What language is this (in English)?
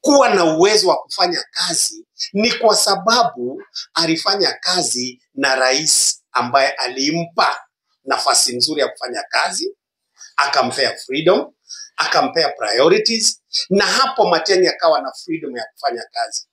Swahili